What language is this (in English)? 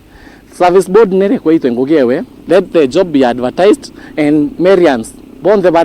Meru